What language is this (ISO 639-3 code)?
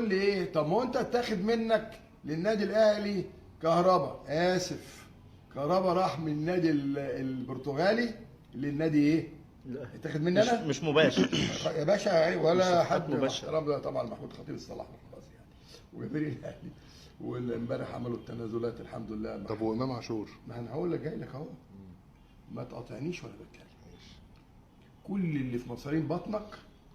arz